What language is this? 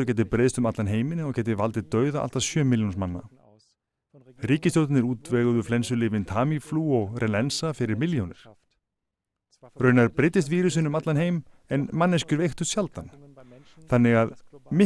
Icelandic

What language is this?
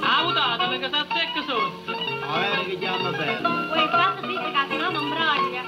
Neapolitan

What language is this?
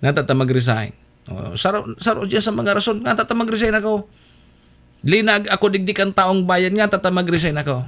Bikol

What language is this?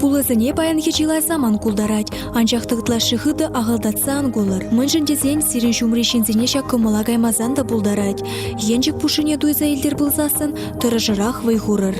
Chuvash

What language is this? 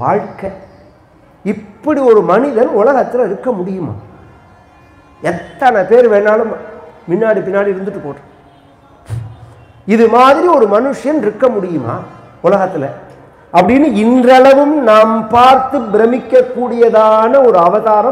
Tamil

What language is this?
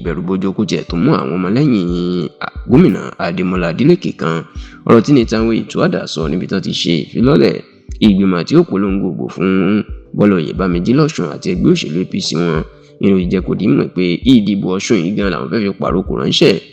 Yoruba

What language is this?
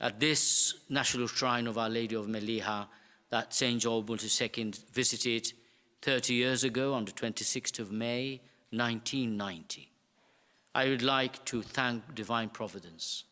English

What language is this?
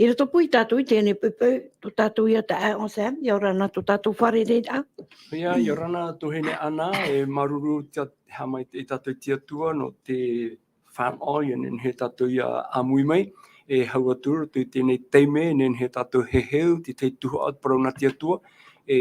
Tahitian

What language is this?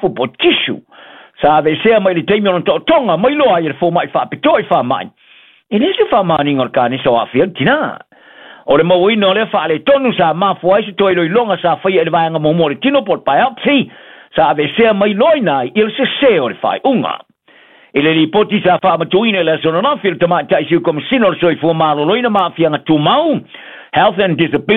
Samoan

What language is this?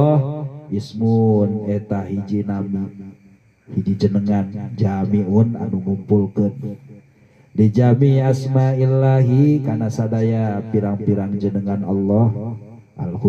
Sundanese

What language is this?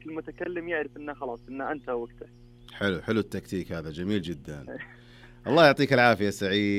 Najdi Arabic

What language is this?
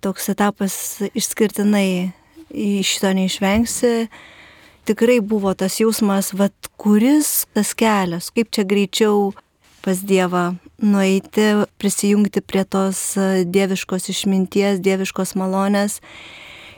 Lithuanian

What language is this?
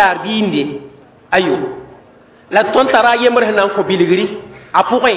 Mossi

